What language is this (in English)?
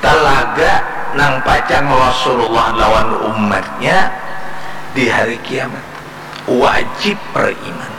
Banjar